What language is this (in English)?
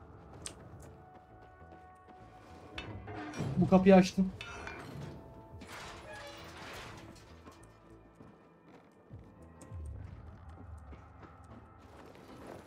Turkish